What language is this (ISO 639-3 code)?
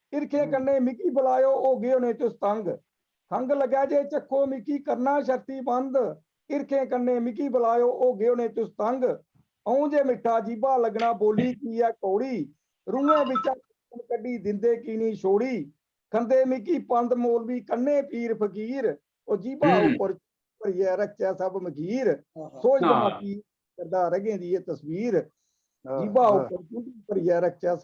doi